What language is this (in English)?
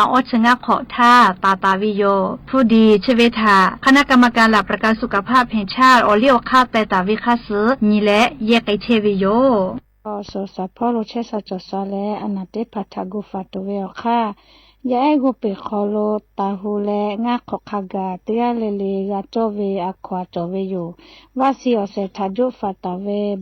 Lahu